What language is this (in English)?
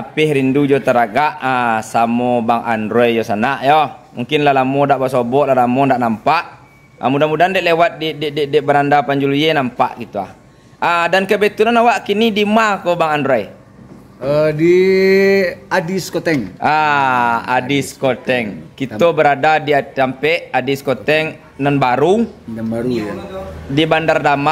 Minangkabau